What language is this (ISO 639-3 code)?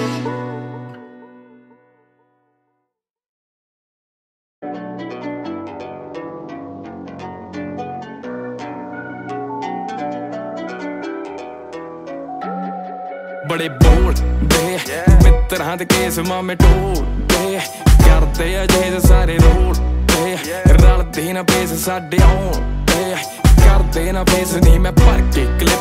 pan